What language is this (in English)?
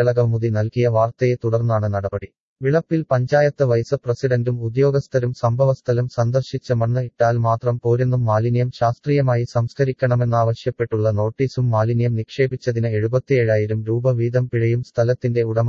Malayalam